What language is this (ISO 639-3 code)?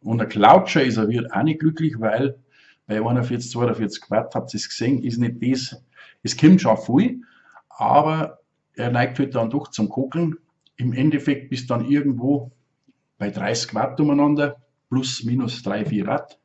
bar